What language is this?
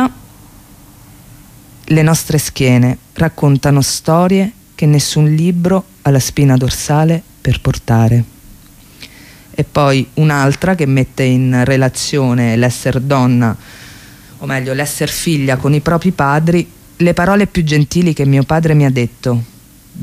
Italian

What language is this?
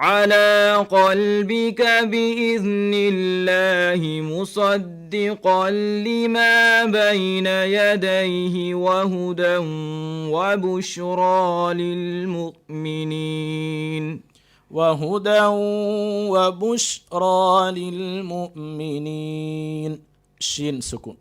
Divehi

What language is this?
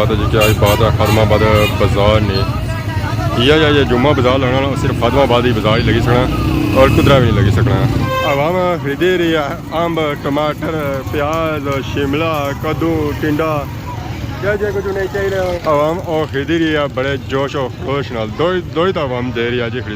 Pahari-Potwari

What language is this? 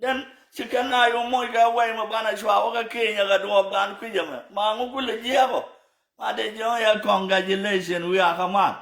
Nuer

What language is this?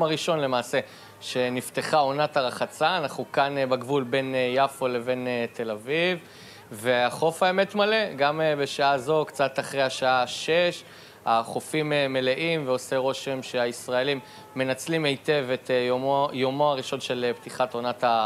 Hebrew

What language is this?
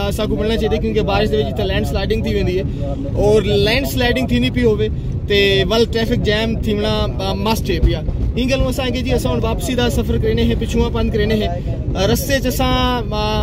Saraiki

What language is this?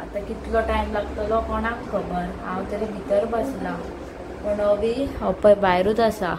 Konkani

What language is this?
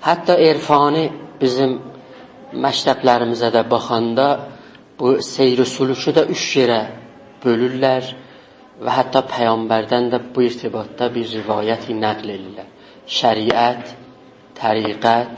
South Azerbaijani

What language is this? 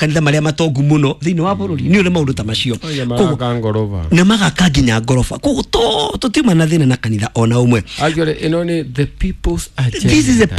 Kikuyu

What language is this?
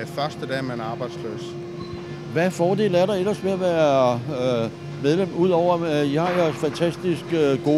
Danish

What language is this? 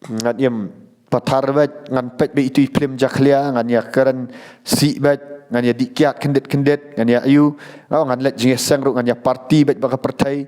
Khasi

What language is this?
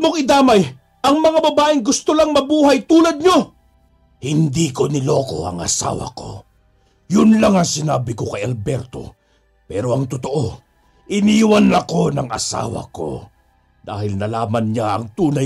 Filipino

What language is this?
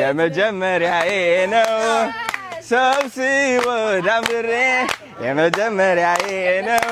Amharic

